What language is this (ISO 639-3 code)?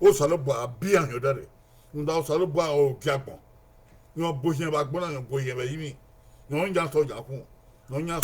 bin